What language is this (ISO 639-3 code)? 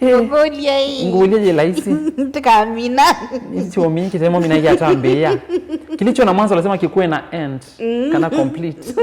kam